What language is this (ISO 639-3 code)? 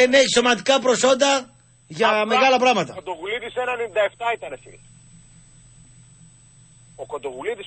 ell